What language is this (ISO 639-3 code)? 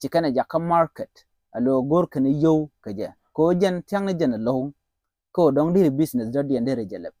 nus